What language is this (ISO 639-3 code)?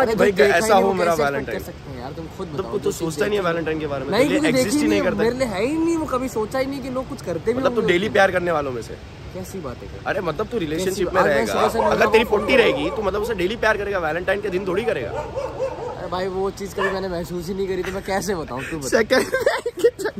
hin